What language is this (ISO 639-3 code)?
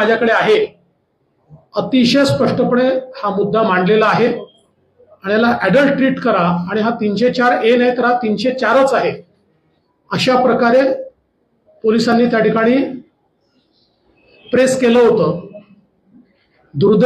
mar